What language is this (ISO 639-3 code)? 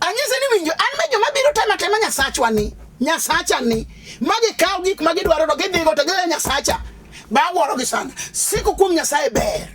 luo